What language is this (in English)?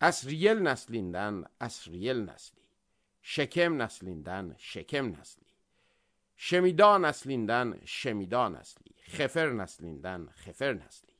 Azerbaijani